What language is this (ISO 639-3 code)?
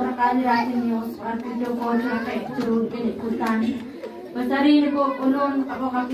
kek